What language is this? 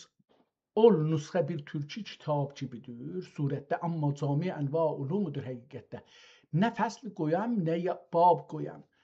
South Azerbaijani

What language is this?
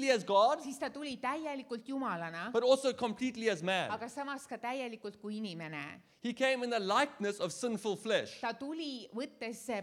Estonian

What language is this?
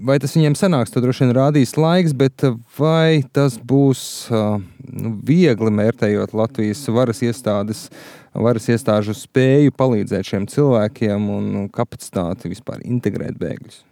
Latvian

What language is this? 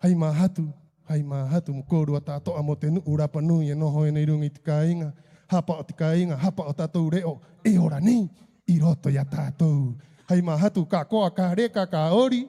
Rapanui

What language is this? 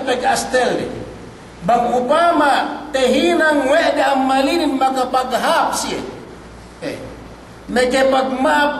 Yakan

